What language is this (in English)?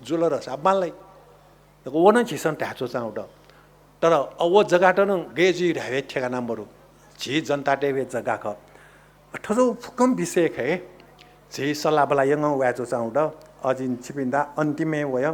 Newari